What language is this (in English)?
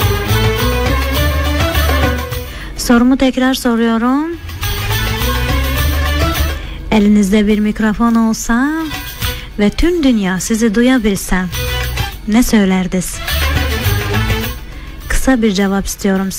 Turkish